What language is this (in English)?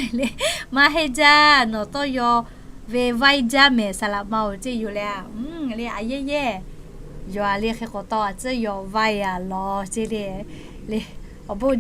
Lahu